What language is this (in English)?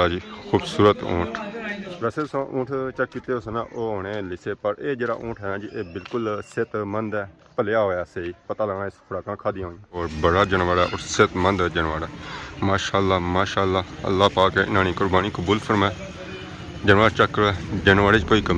Pahari-Potwari